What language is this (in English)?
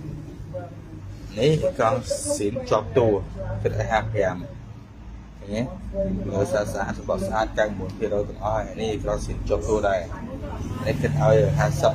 Khmer